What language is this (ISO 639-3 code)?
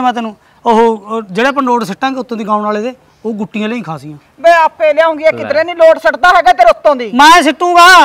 pan